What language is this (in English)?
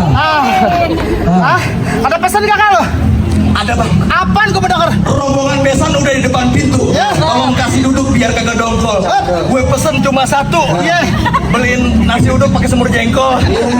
Betawi